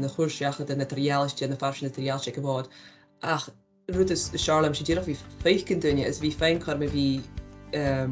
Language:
Scottish Gaelic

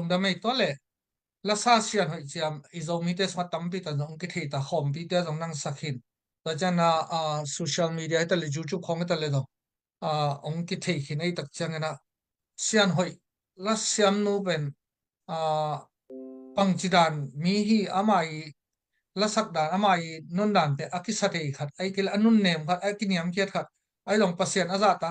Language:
Tedim Chin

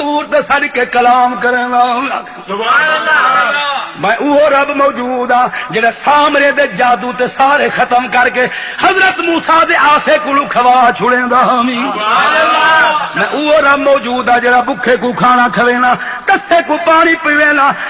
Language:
Saraiki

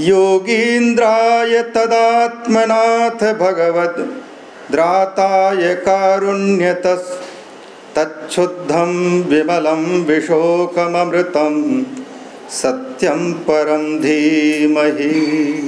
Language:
Sanskrit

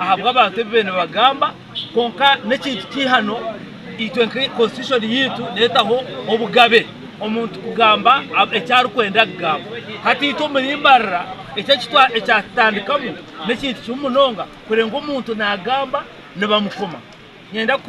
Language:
Nyankole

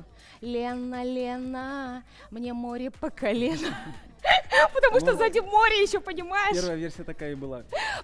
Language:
Russian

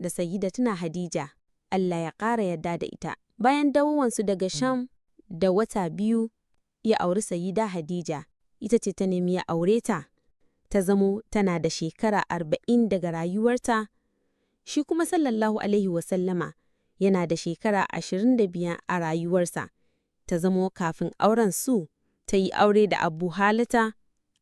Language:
Hausa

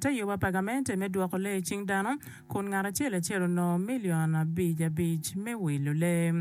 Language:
Acoli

